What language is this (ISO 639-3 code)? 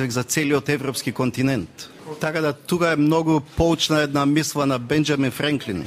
mkd